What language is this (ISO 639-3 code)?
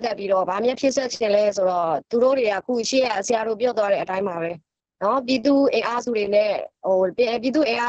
mya